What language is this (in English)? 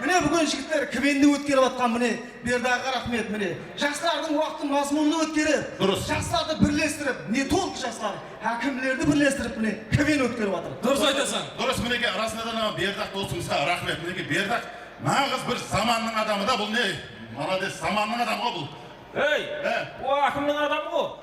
Kara-Kalpak